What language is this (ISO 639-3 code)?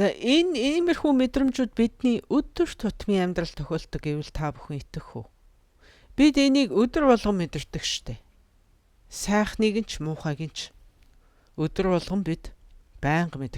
mon